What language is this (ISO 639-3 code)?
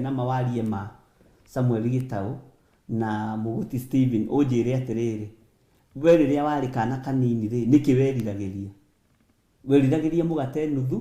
kik